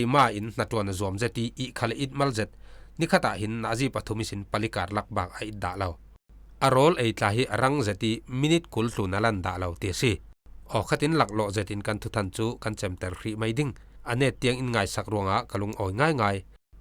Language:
Falam Chin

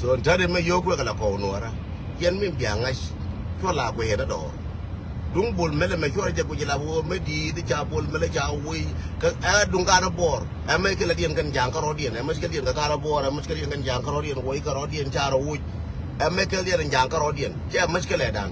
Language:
Nuer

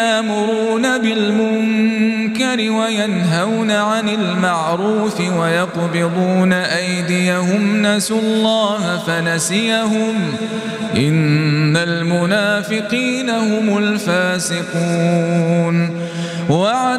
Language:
Arabic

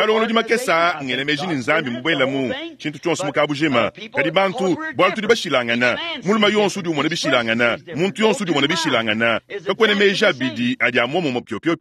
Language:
Luba-Lulua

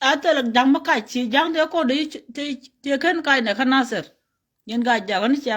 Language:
Nuer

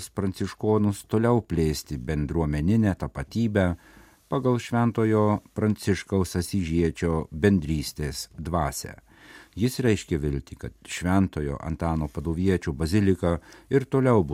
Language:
Lithuanian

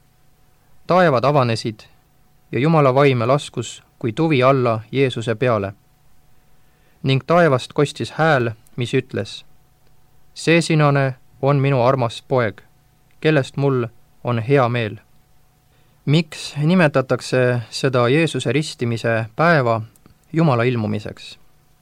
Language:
Estonian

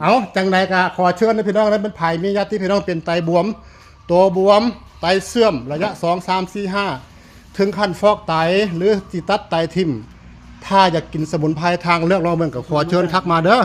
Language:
Northeastern Thai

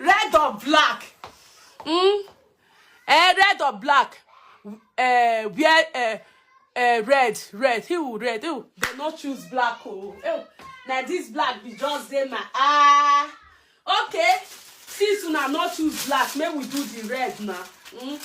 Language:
Nigerian Pidgin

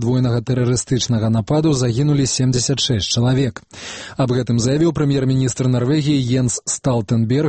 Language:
Belarusian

